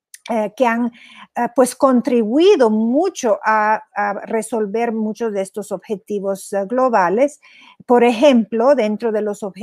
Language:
Spanish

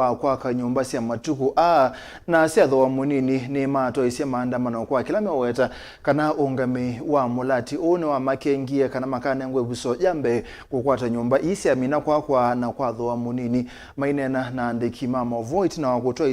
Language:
Kamba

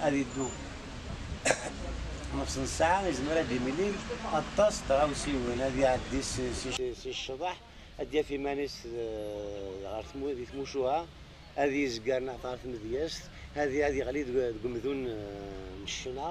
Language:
Kabyle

